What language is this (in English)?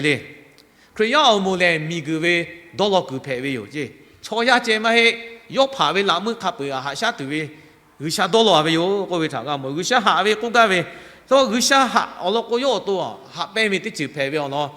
Lahu